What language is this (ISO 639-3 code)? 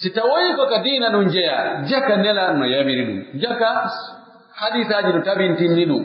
fuf